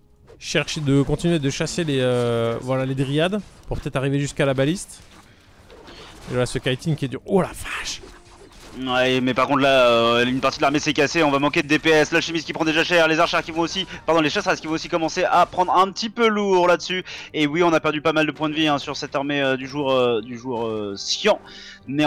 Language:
French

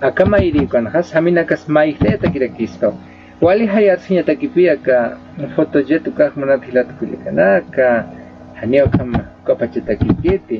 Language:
Aymara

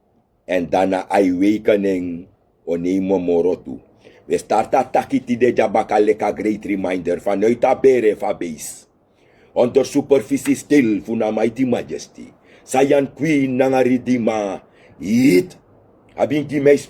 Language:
Sranan Tongo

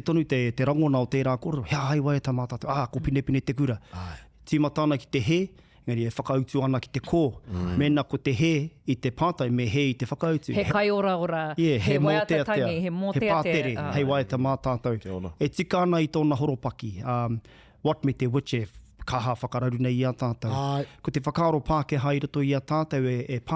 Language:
Māori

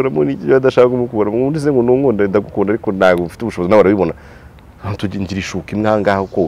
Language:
Kinyarwanda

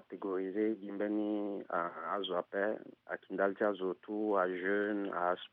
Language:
Sango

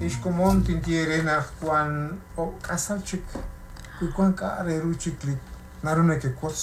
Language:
Kekchí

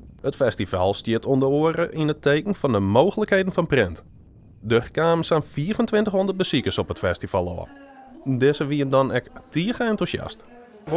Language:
Western Frisian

